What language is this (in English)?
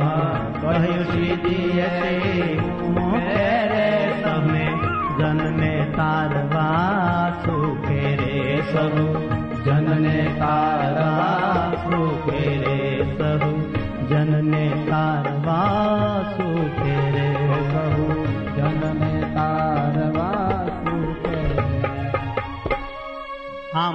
Gujarati